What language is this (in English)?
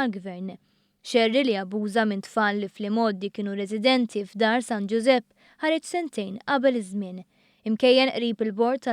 Maltese